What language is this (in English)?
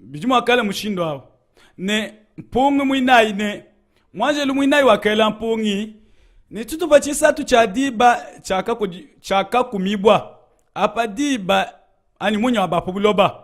Luba-Lulua